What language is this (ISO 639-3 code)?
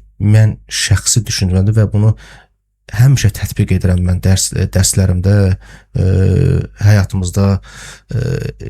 aze